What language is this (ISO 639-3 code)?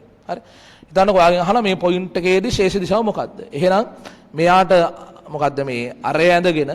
sin